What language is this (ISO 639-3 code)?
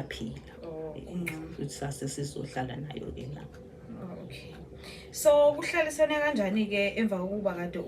zul